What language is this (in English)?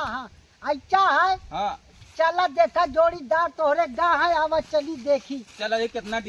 Awadhi